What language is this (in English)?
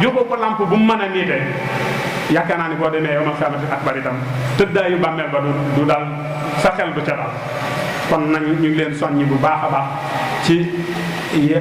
Wolof